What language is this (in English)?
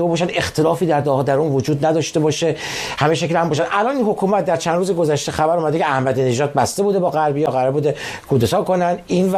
Persian